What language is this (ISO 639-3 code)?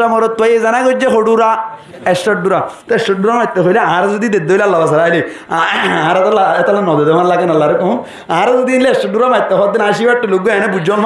rhg